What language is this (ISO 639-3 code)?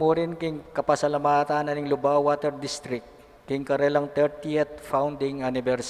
pam